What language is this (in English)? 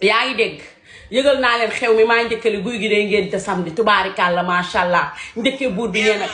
Wolof